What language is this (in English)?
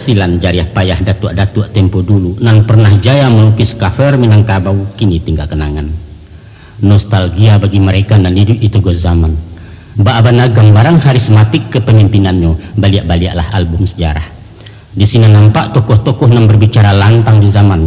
Minangkabau